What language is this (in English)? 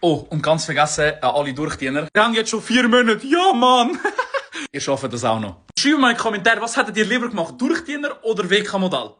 Swiss German